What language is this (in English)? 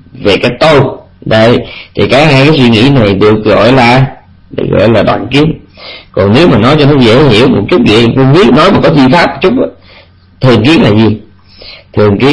Vietnamese